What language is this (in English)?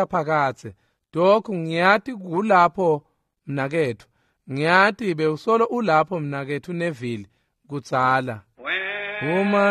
Swati